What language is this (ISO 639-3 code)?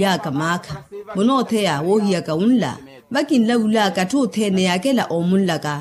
vmw